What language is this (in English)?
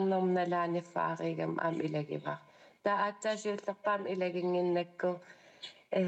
Kalaallisut